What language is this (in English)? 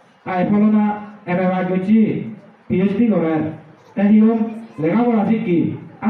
Chakma